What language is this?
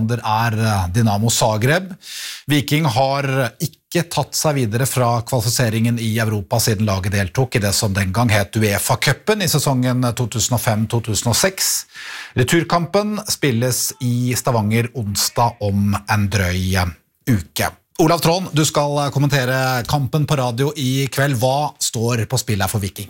Norwegian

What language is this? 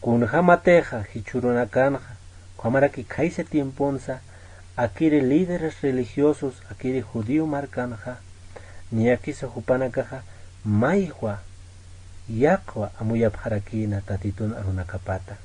Aymara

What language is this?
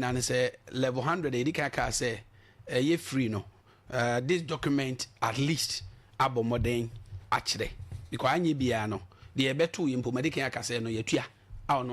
Akan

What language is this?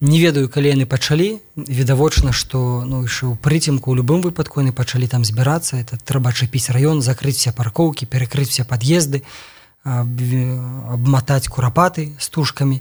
Belarusian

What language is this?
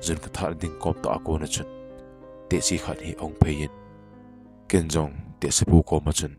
Thado Chin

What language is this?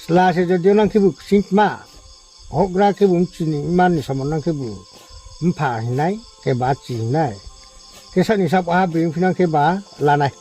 Riang (India)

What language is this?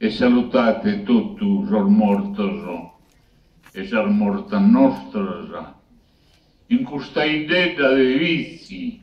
Sardinian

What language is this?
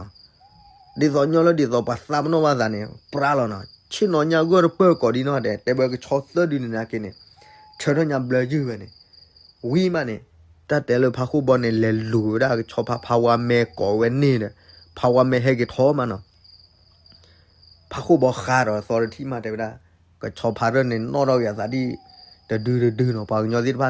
S'gaw Karen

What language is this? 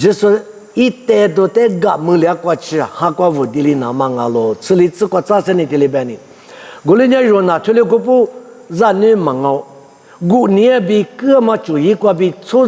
Lisu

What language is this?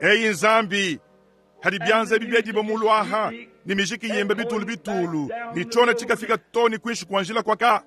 Luba-Lulua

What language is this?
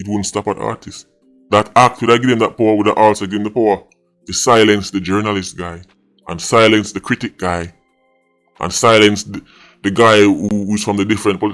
Jamaican Creole English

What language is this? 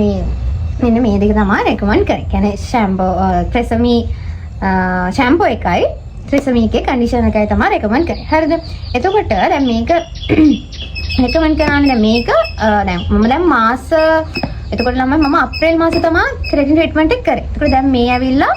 Sinhala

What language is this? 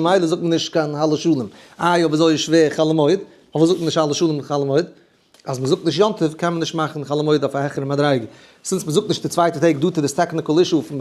Yiddish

